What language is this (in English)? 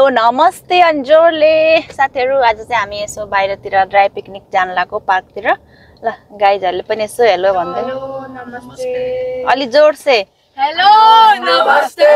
Nepali